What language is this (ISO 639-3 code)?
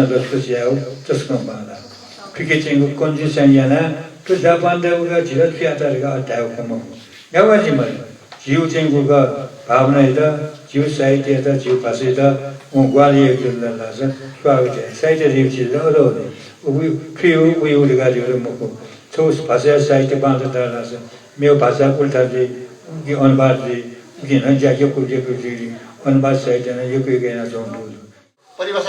new